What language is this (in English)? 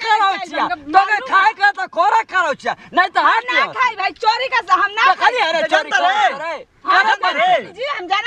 Bhojpuri